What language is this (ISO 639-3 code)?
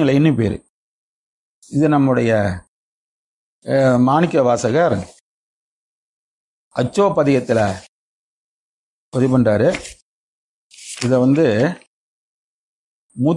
tam